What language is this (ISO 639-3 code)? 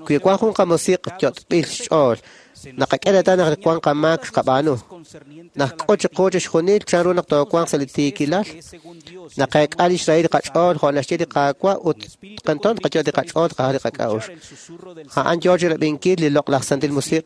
kek